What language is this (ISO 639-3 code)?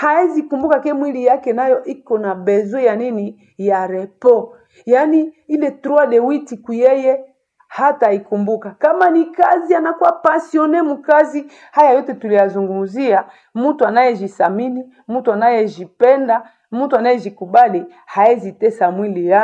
swa